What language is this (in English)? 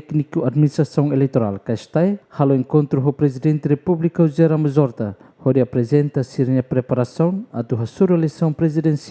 Tetum